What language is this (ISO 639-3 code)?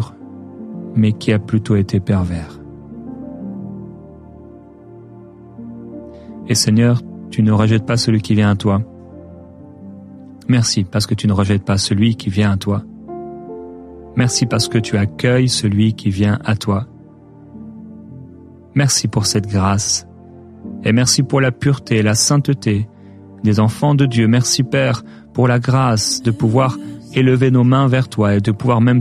fra